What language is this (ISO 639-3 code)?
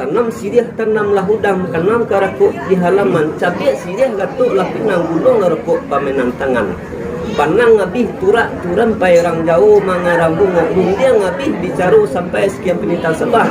min